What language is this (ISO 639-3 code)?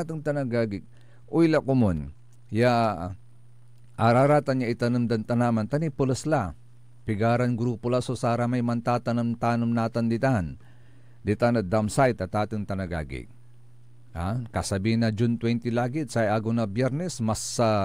pag